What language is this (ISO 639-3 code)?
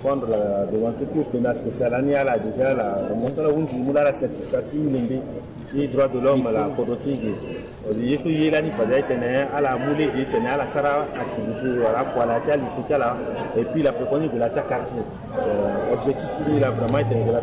sag